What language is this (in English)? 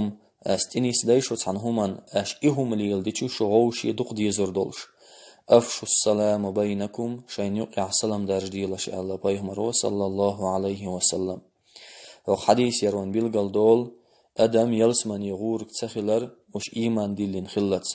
Chechen